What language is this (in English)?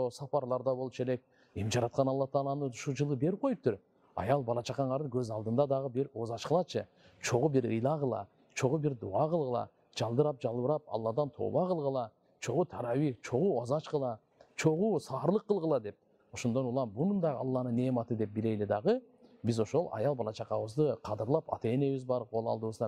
Kyrgyz